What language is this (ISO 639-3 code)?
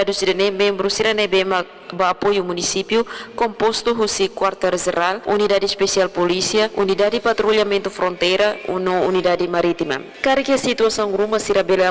tet